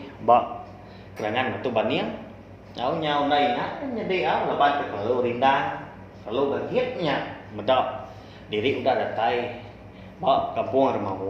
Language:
Iban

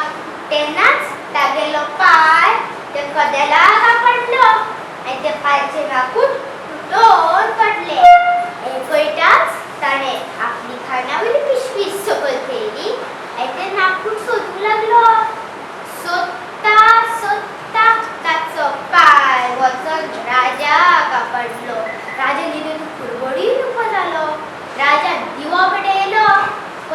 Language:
Konkani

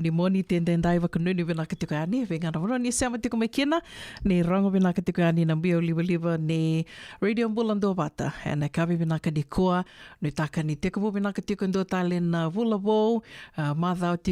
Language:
Fijian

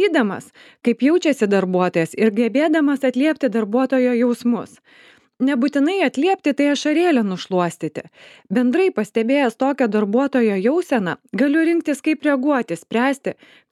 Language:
Lithuanian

